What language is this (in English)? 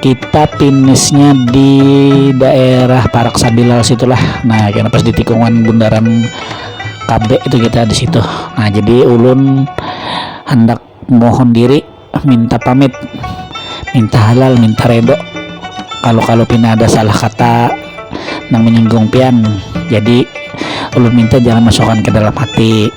Banjar